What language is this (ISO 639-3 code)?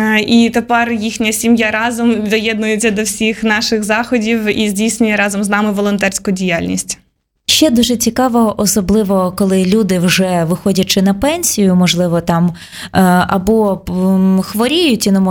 ukr